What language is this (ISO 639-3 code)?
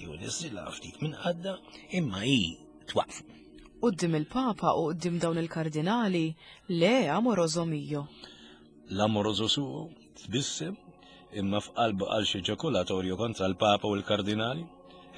mlt